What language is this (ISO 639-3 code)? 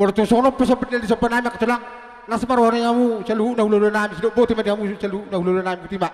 bbc